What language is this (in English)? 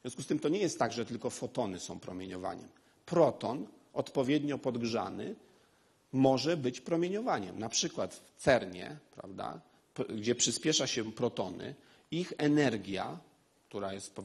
Polish